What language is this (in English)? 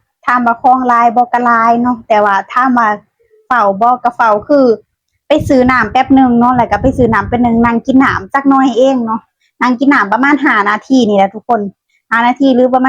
Lao